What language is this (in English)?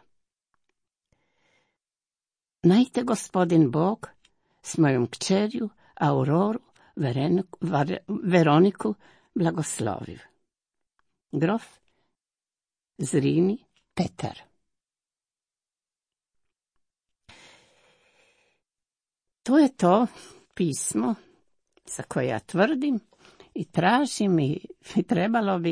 Croatian